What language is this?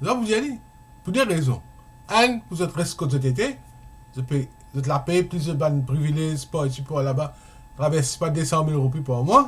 Morisyen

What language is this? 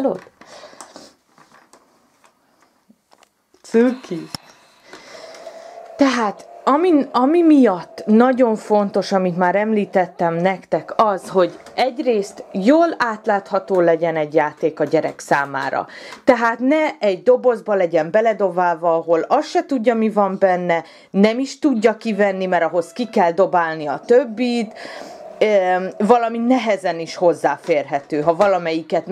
Hungarian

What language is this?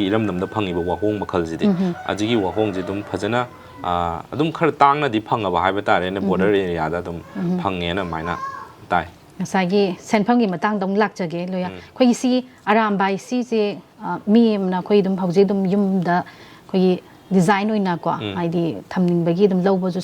Manipuri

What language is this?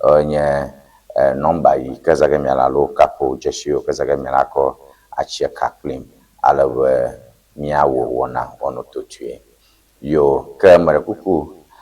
Ewe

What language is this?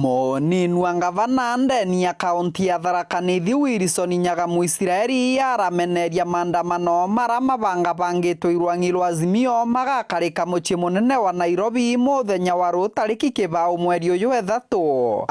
Meru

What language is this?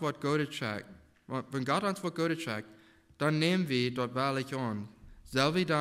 Plautdietsch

